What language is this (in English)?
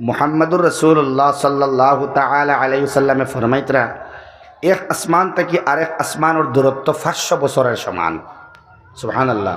Sylheti